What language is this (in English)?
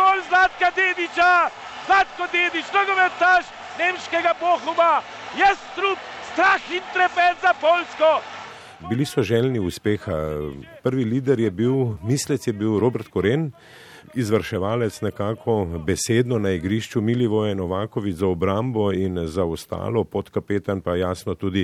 Slovenian